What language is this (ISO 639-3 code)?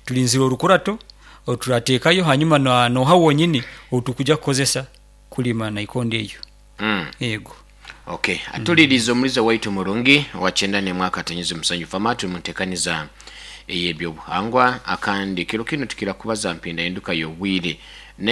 nyo